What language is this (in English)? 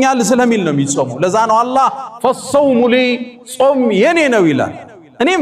Amharic